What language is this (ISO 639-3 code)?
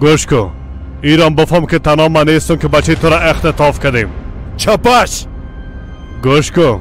fas